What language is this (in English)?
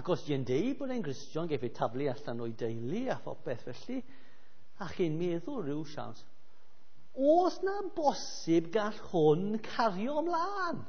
Welsh